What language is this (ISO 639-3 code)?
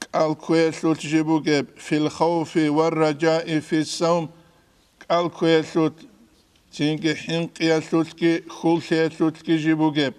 ava